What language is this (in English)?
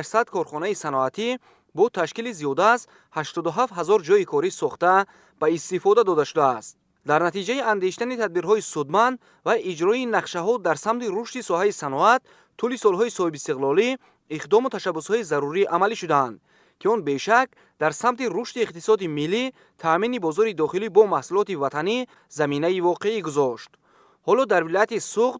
Tajik